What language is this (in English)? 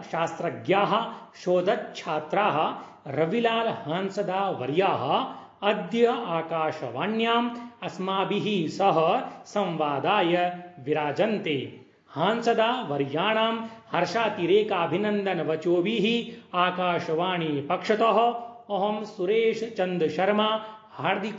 Sanskrit